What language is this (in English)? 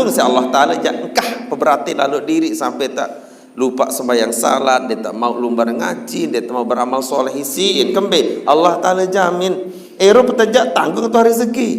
Sasak